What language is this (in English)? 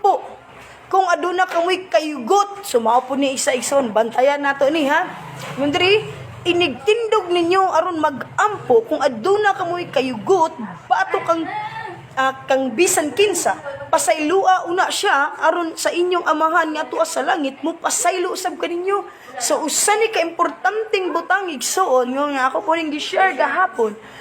Cebuano